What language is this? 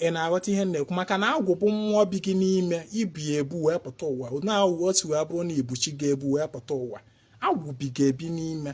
Igbo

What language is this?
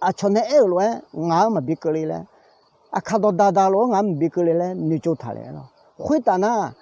Akha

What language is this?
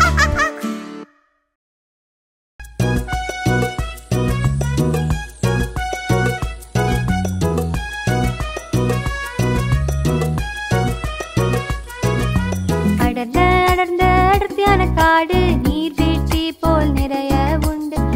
Tamil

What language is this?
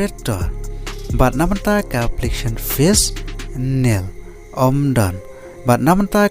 Khasi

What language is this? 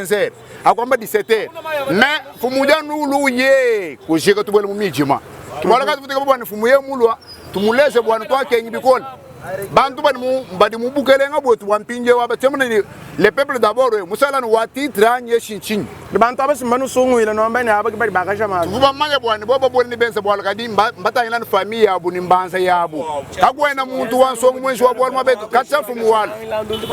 Luba-Lulua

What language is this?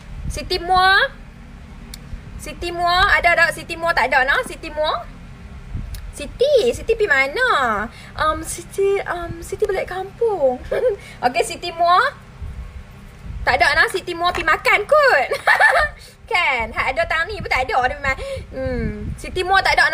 Malay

